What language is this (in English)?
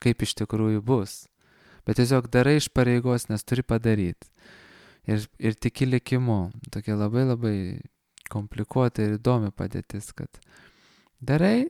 Lithuanian